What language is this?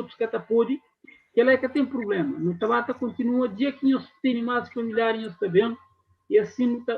Kabuverdianu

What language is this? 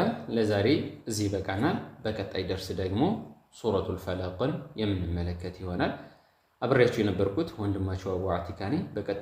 Amharic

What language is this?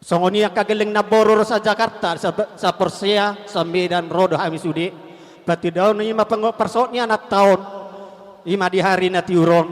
Batak Toba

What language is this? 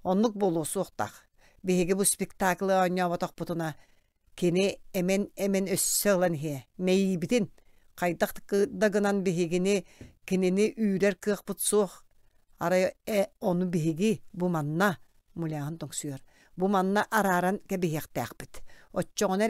Yakut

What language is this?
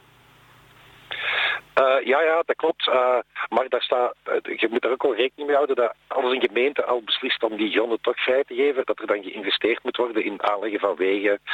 Dutch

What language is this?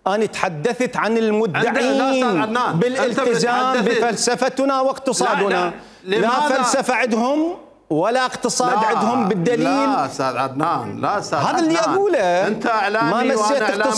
Mesopotamian Arabic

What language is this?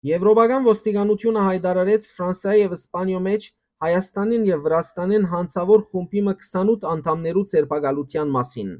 Western Armenian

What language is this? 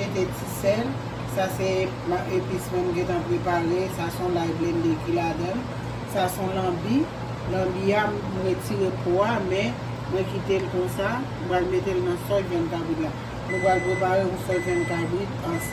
Haitian Creole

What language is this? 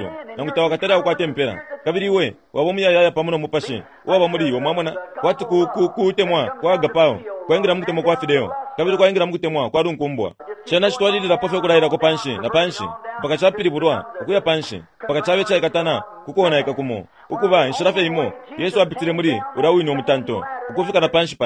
Bemba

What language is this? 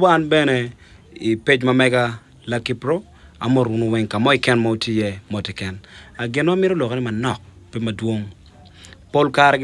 Acoli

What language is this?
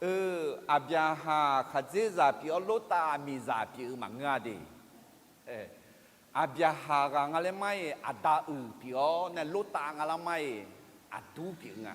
Akha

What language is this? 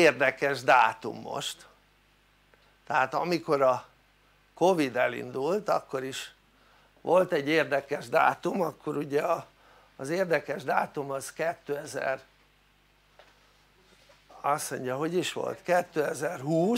Hungarian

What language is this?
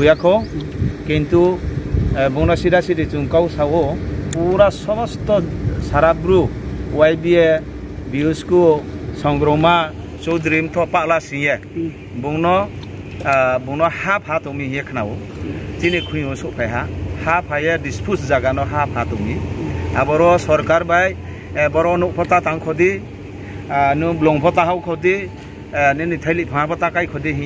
Riang (India)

